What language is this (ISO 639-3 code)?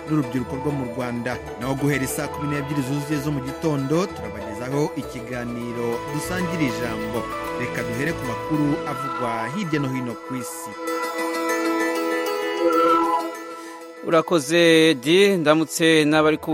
kin